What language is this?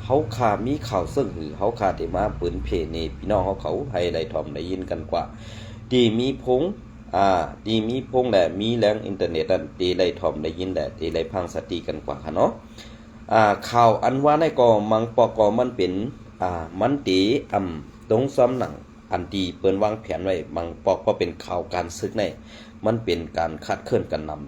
Shan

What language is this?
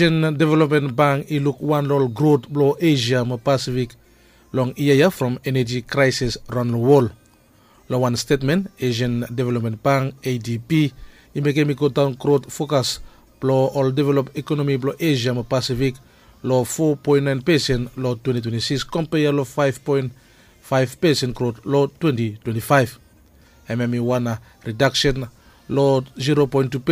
Bislama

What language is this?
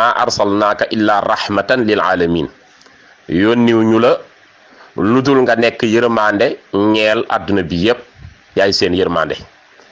Wolof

